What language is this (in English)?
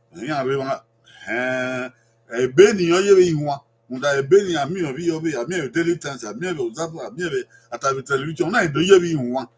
Bini